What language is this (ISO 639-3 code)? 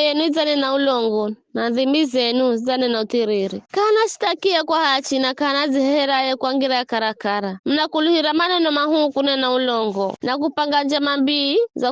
nyf